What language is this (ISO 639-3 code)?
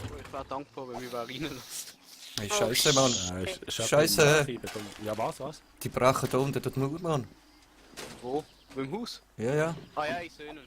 gsw